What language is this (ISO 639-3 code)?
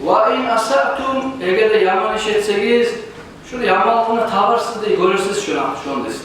kum